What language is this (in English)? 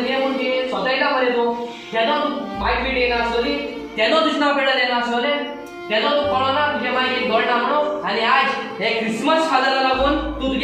Konkani